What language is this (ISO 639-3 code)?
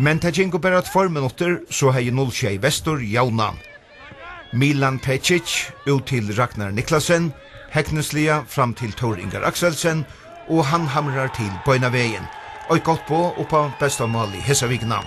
fao